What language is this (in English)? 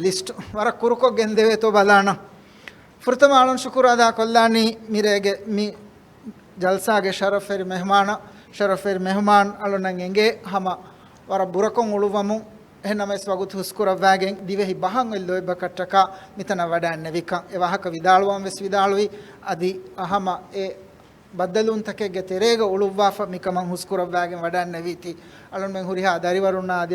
Divehi